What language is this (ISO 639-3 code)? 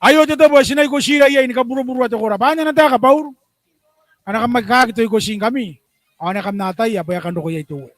gil